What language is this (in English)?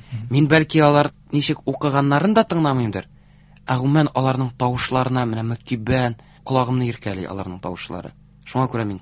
Tatar